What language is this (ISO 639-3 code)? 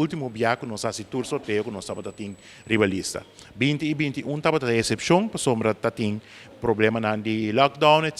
pap